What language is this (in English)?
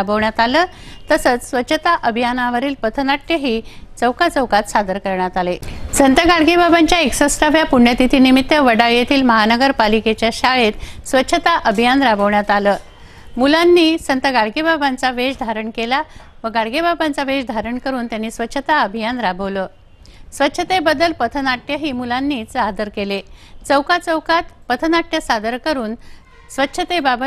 Marathi